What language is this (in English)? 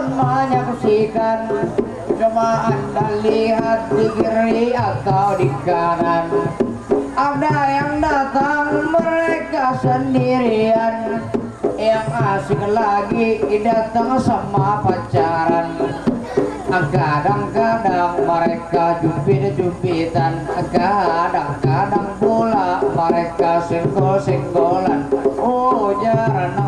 Banjar